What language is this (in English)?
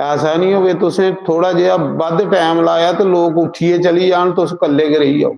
Dogri